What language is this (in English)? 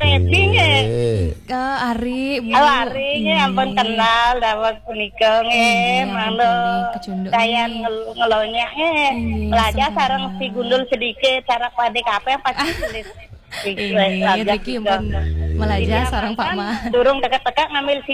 Balinese